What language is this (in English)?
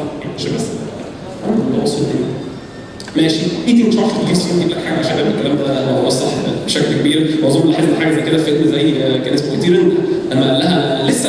Egyptian Arabic